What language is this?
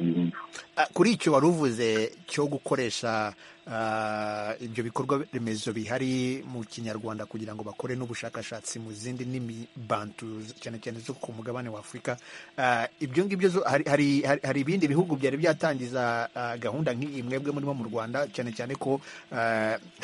Kinyarwanda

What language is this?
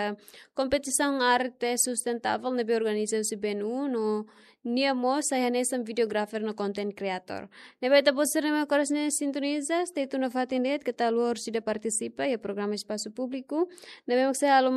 Tetum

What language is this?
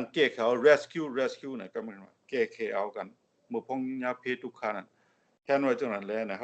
Shan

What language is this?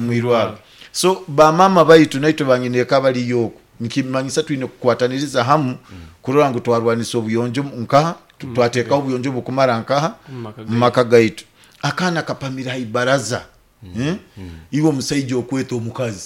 Nyoro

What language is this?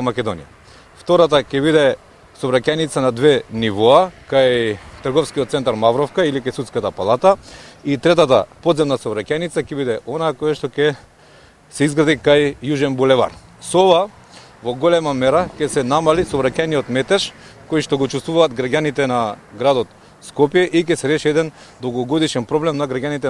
Macedonian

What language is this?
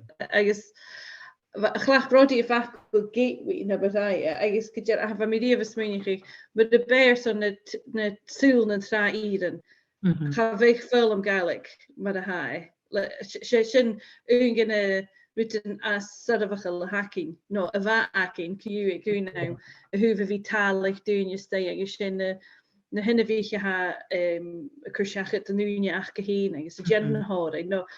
Scottish Gaelic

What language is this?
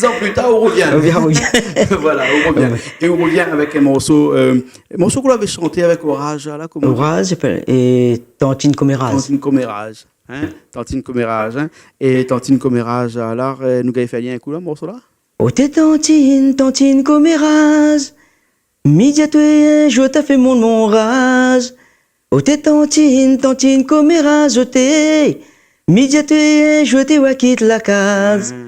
Réunion Creole French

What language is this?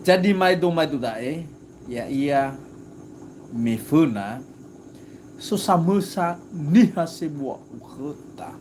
Nias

